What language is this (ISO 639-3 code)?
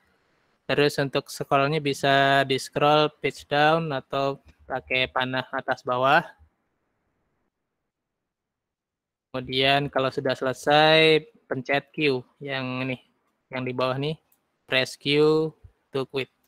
ind